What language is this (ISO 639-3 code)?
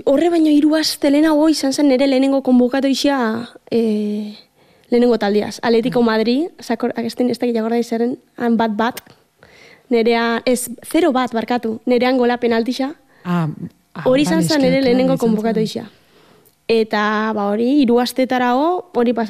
eus